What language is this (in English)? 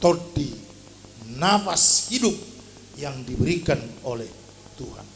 Batak Toba